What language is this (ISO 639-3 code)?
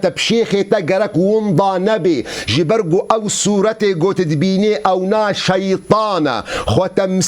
kur